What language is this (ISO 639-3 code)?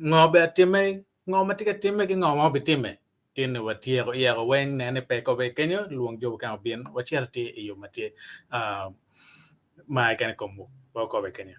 ach